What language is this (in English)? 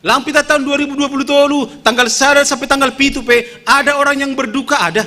Batak Simalungun